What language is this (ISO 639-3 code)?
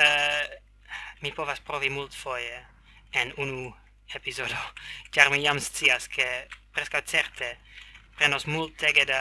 epo